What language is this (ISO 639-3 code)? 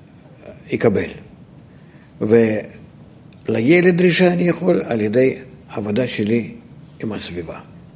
heb